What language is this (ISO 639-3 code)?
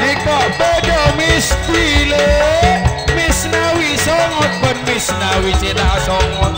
mad